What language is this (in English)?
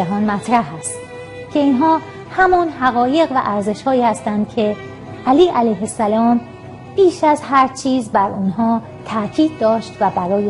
Persian